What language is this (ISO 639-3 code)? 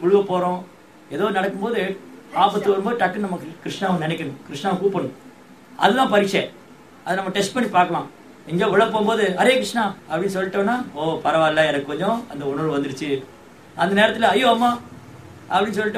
tam